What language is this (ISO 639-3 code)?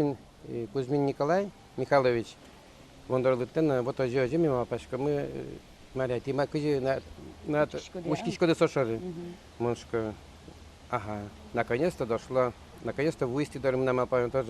udm